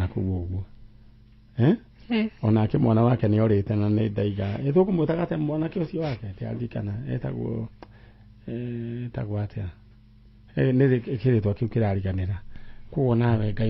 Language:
Kikuyu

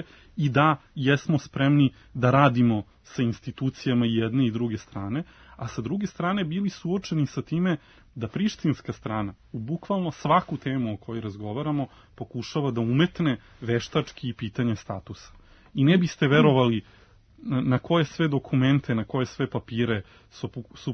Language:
Serbian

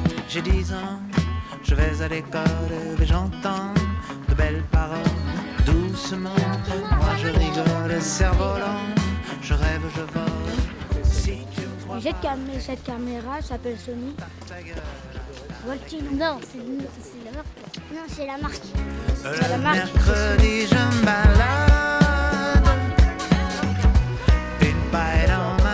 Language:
French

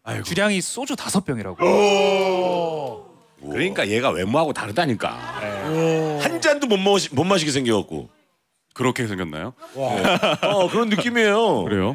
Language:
Korean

